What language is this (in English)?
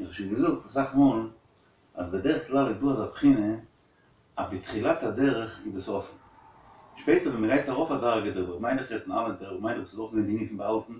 Yiddish